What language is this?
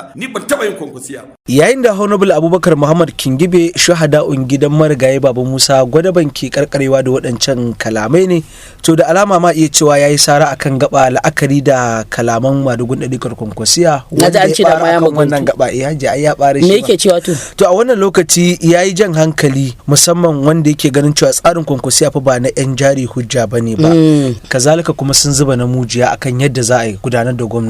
Hausa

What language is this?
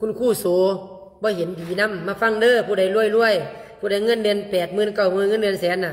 Lao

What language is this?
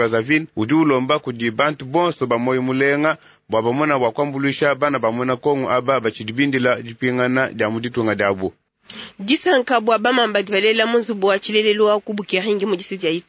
Luba-Lulua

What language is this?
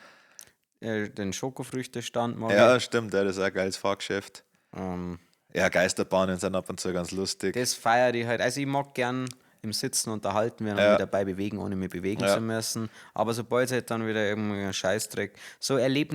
Bavarian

